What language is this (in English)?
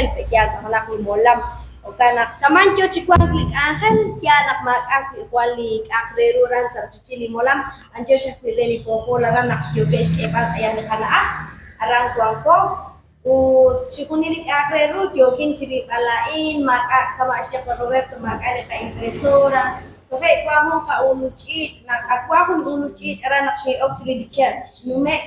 Kekchí